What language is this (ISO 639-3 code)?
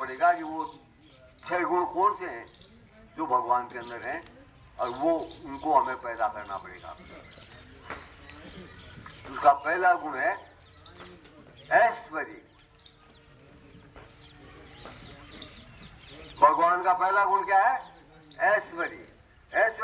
hin